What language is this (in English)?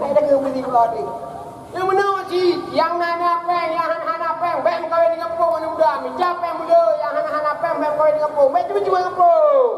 Achinese